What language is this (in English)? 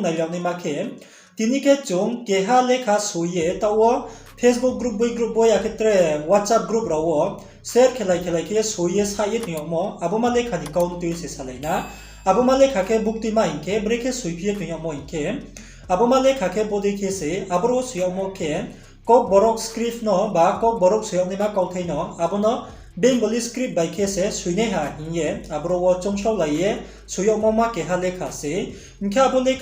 Riang (India)